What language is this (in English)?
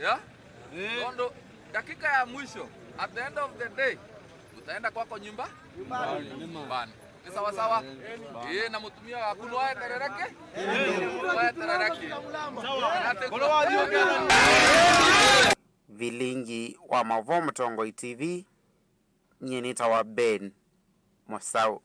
Kamba